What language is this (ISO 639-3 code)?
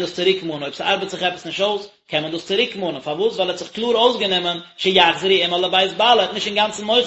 yid